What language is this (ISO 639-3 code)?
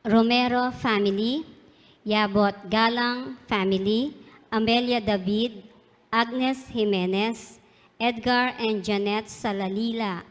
pam